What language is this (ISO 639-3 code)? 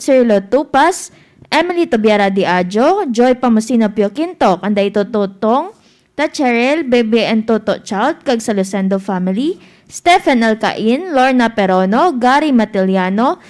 hil